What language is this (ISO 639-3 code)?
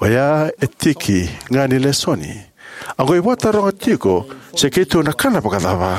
fij